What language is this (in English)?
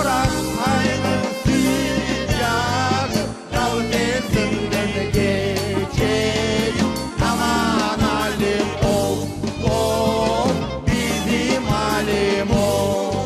Crimean Tatar